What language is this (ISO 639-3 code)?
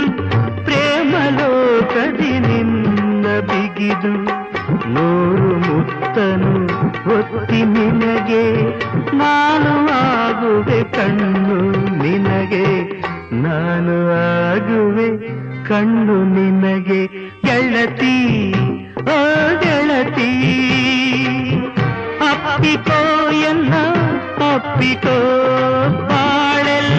kan